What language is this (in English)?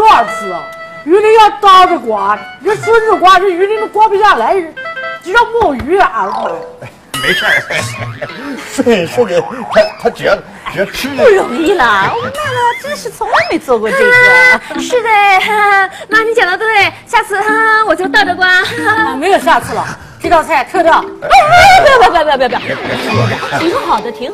Chinese